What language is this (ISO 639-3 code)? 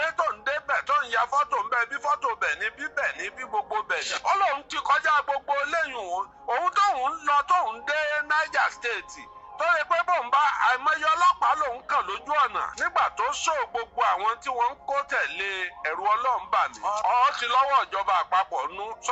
yor